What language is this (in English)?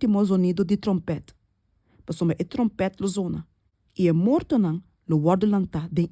Papiamento